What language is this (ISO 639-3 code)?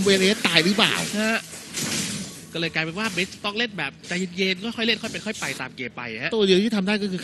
tha